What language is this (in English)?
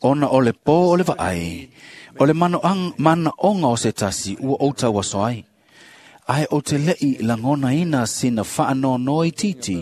Samoan